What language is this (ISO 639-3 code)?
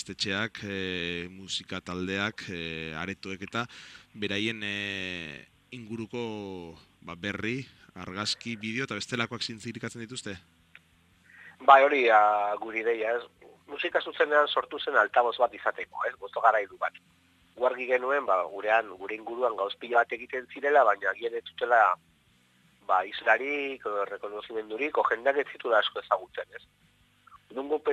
eus